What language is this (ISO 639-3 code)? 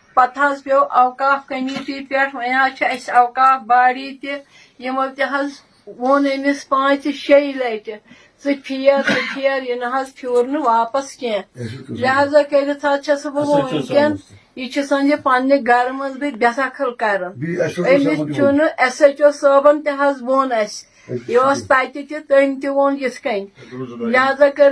kas